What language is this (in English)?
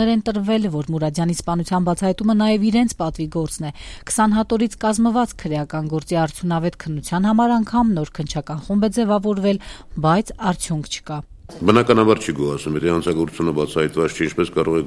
Armenian